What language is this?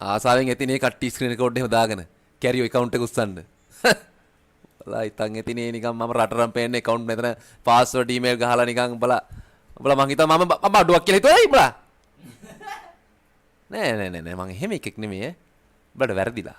Sinhala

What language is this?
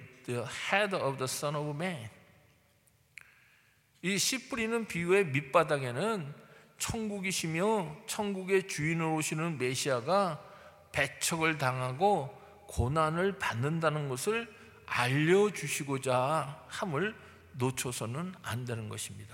Korean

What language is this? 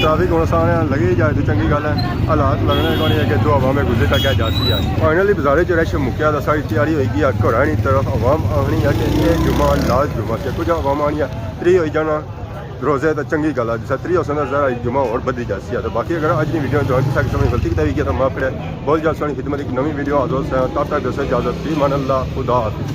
Pahari-Potwari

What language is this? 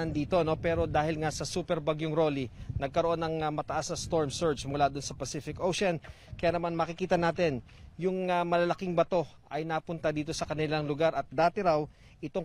Filipino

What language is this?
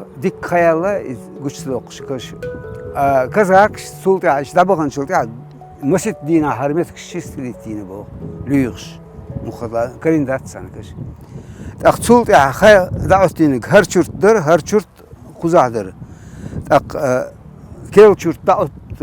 Chechen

